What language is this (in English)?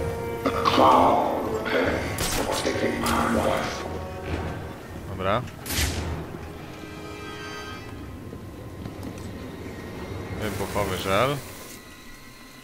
Polish